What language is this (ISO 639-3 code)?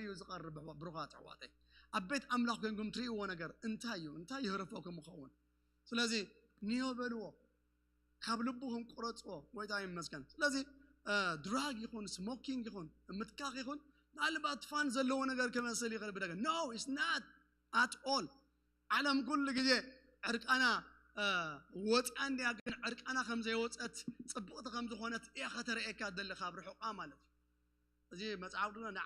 tir